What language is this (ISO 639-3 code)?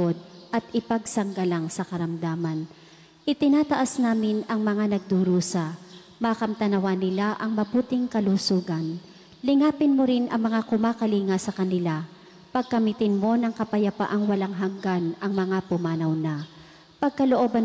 fil